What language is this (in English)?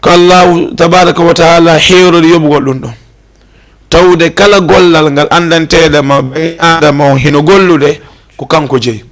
Fula